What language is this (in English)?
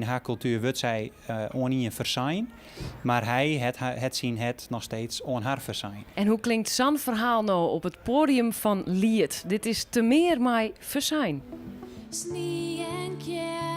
Western Frisian